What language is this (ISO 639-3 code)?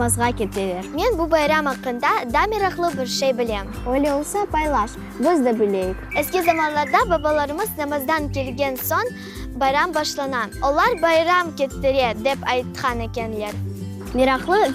crh